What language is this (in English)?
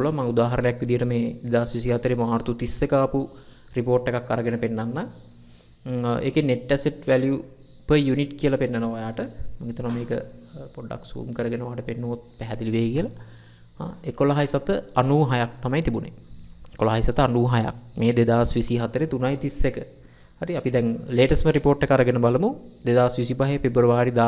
Sinhala